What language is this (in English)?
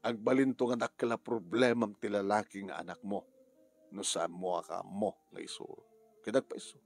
Iloko